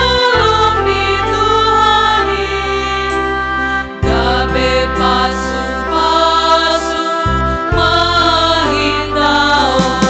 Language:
Batak Simalungun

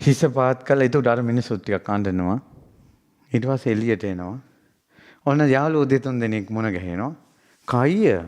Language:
Sinhala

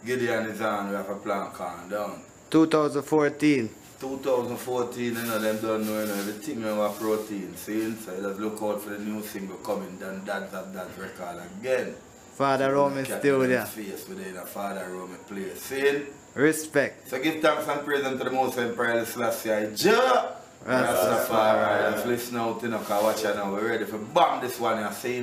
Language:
Jamaican Creole English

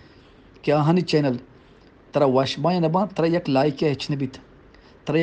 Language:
Eastern Balochi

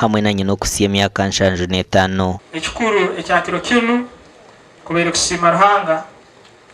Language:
Nyankole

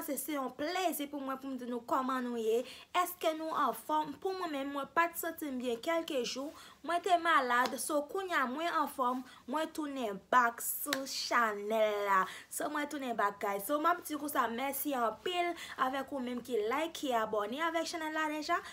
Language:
Haitian Creole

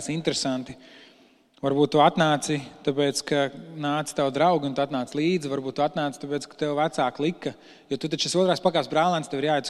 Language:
Latvian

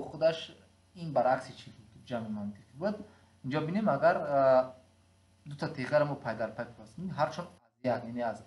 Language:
Tajik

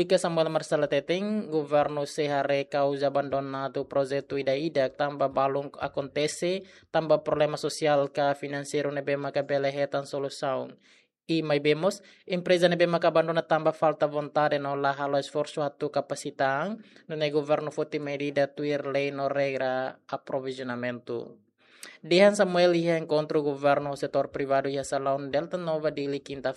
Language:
Tetum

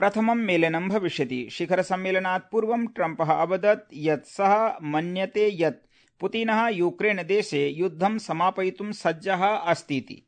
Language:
Sanskrit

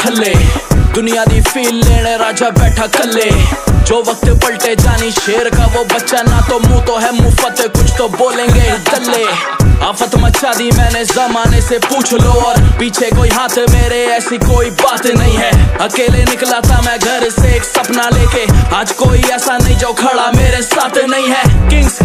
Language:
Hindi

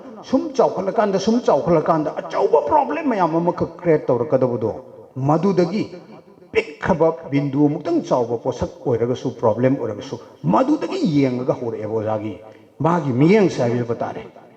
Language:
Manipuri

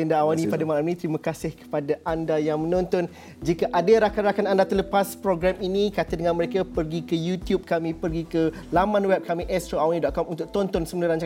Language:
Malay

